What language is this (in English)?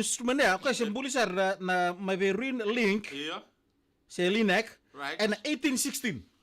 Fijian